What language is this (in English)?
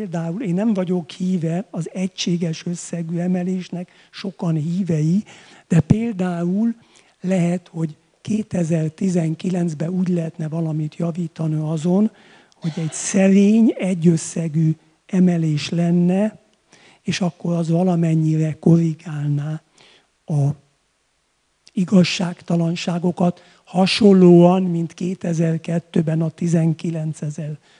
Hungarian